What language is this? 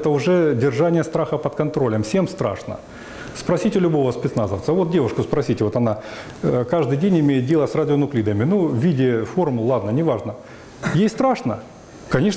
Russian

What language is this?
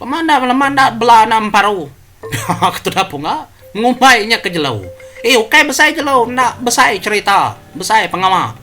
Iban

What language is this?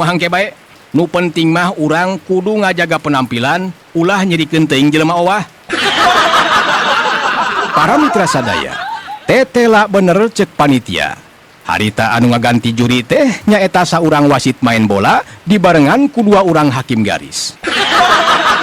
Sundanese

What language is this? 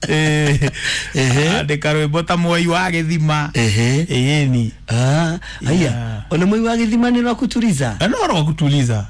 Kikuyu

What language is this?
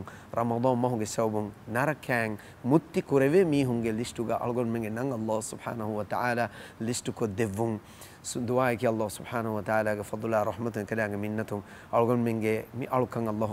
Divehi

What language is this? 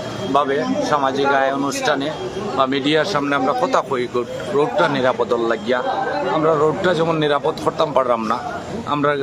Sylheti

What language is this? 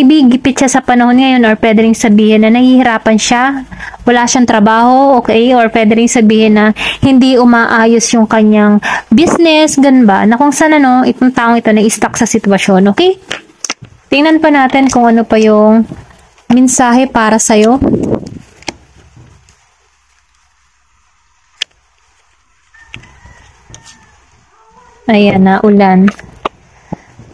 Filipino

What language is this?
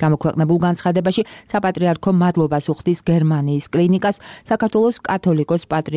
Georgian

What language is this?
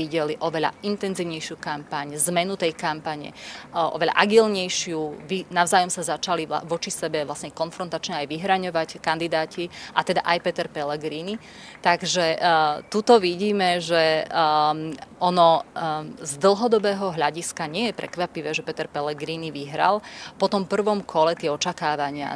Slovak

